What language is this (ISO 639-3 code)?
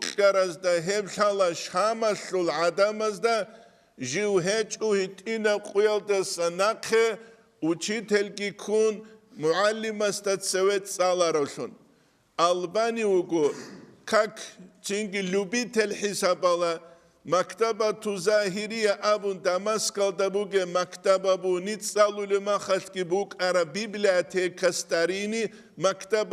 ava